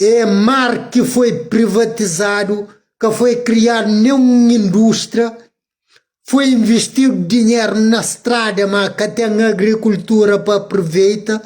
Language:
Kabuverdianu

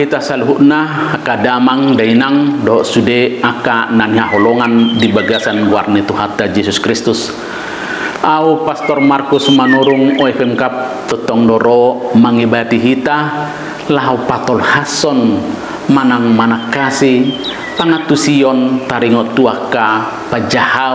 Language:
Batak Toba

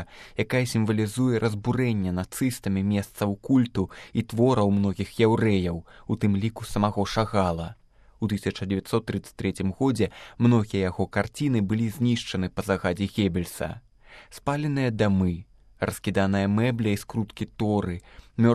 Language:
Belarusian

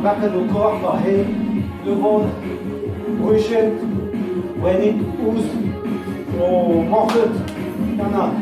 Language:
Breton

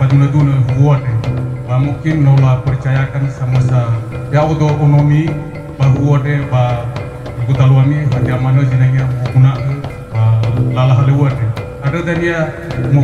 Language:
Nias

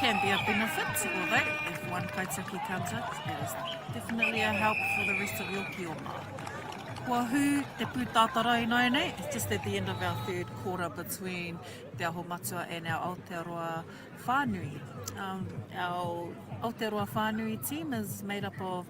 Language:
Māori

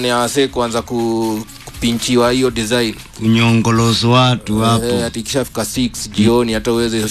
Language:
Swahili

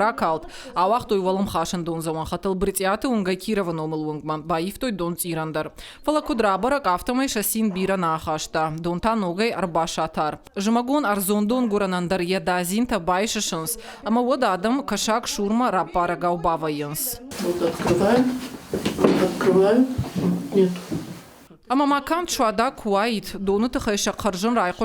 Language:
Ossetic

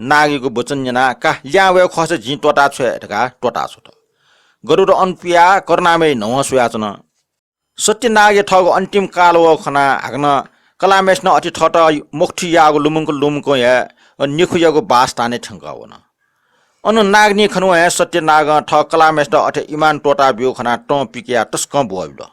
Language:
Newari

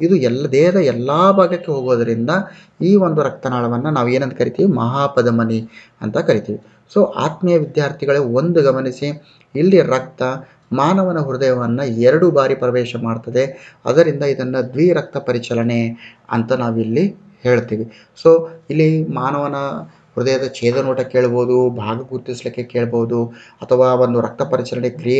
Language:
Kannada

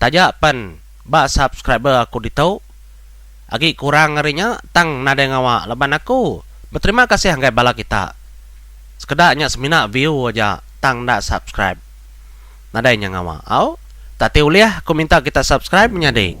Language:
Iban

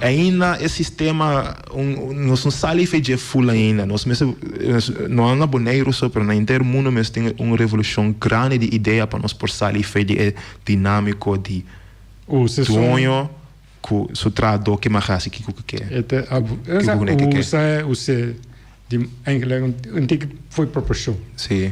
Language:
Papiamento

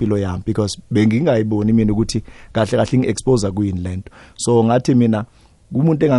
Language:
South Ndebele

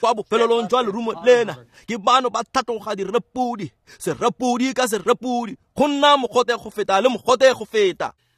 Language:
Tswana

